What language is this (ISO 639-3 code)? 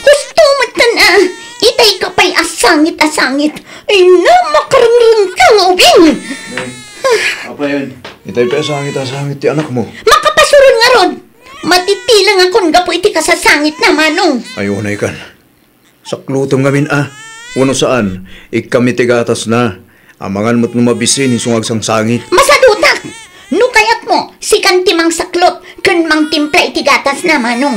ilo